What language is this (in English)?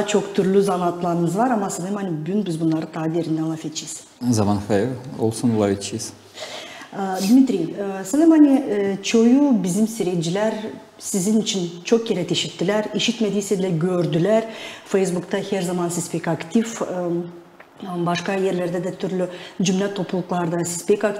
Gagauz